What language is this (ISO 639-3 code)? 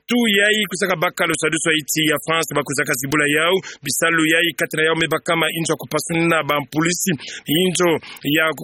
ktu